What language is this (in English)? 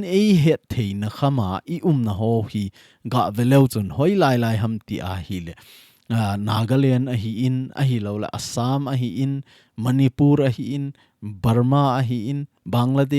Thado Chin